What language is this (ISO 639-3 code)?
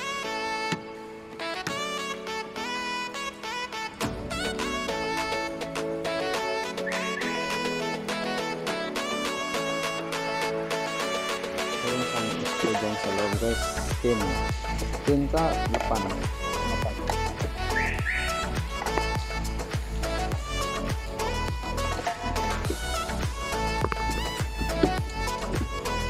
fil